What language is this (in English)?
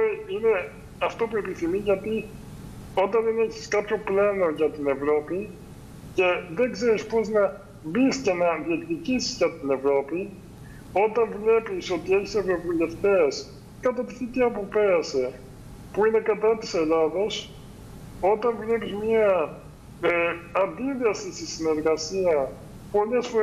Greek